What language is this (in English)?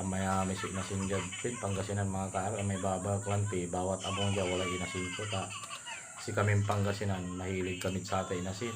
Pangasinan